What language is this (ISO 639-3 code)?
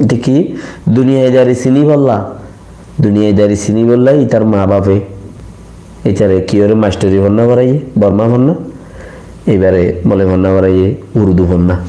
rhg